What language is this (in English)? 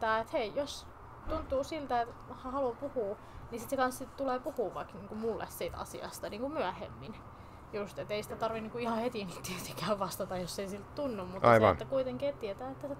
Finnish